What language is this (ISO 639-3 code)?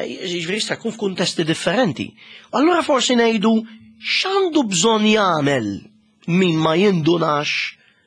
mlt